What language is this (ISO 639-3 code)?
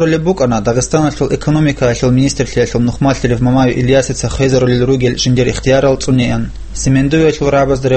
ava